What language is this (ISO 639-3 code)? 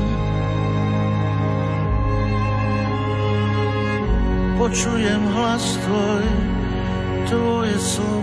slk